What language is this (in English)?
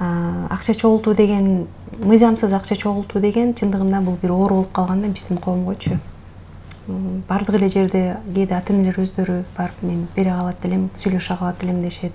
Kyrgyz